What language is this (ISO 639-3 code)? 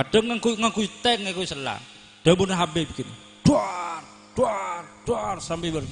mad